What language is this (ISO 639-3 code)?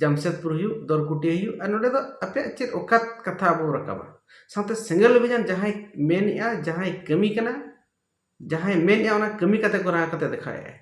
sat